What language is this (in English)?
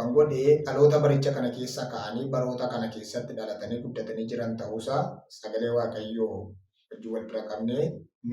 Oromo